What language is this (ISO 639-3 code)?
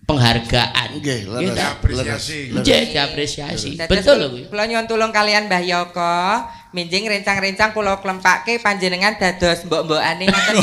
jav